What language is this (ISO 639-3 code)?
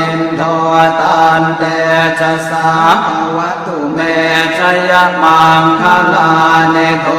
pli